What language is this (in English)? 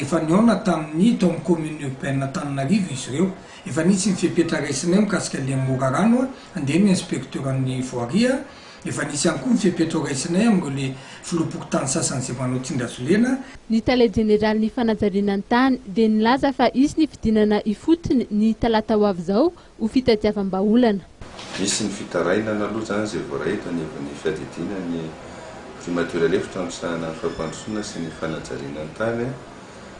Malagasy